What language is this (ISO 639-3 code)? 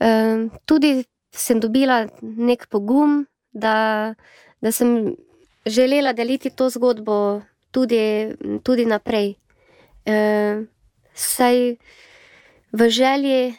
slv